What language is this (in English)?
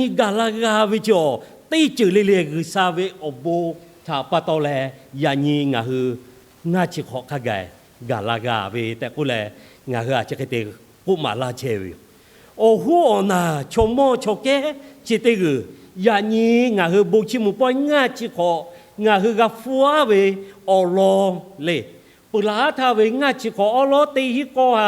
Lahu